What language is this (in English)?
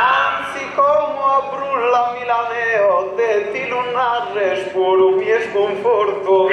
Sardinian